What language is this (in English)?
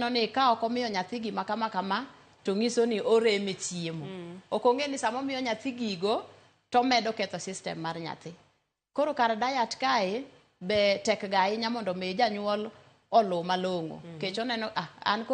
Luo (Kenya and Tanzania)